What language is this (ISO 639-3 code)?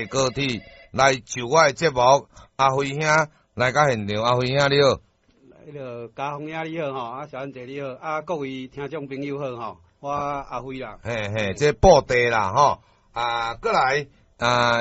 nan